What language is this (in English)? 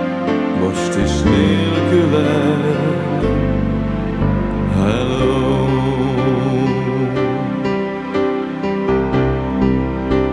Hungarian